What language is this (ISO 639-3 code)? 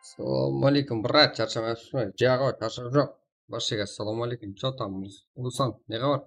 kaa